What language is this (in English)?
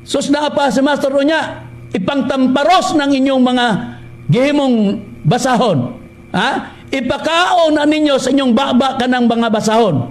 Cebuano